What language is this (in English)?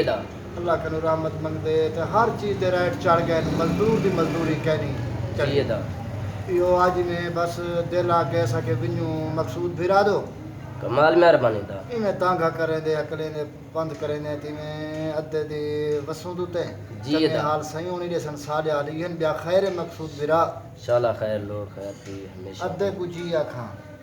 Saraiki